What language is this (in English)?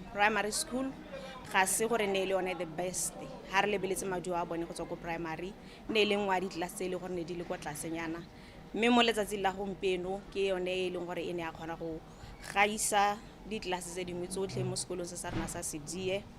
Tswana